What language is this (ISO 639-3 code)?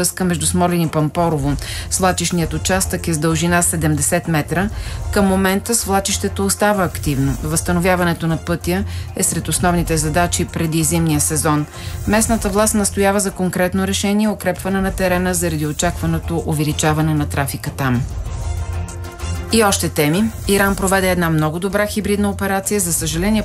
bul